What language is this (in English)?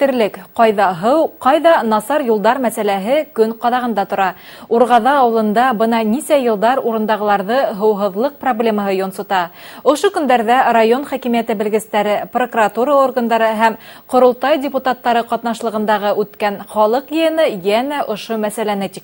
Bashkir